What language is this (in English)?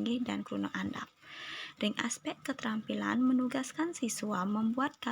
Balinese